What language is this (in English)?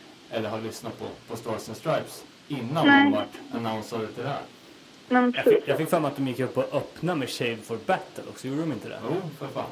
Swedish